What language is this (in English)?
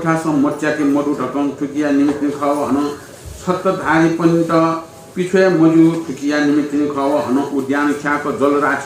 Newari